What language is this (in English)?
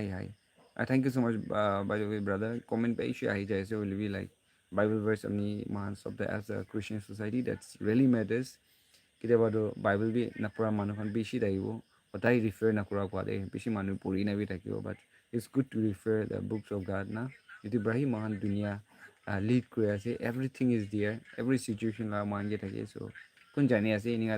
Naga Pidgin